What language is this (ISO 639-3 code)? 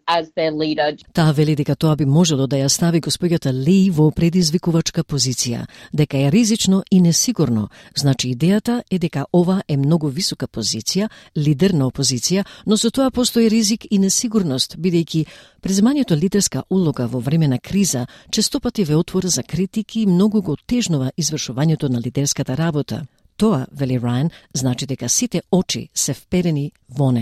mkd